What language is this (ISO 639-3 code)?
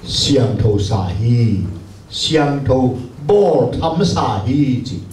ctd